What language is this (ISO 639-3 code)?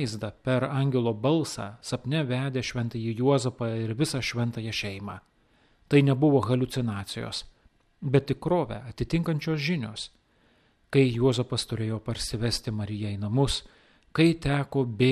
lit